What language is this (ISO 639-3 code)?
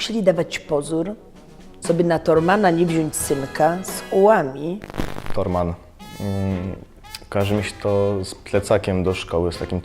szl